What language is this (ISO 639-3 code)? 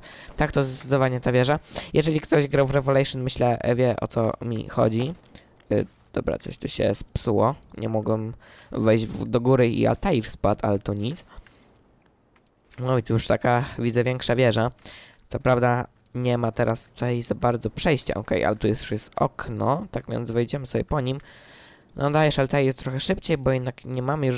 pol